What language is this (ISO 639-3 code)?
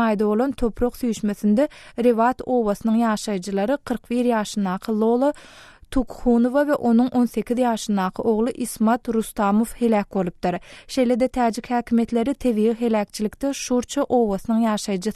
tuk